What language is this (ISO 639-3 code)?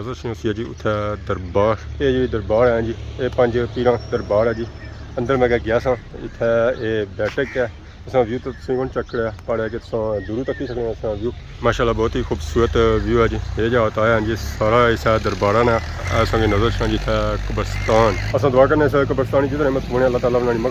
phr